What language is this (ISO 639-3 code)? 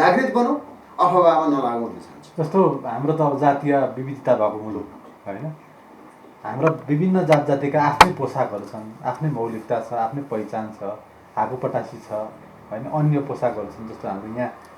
nep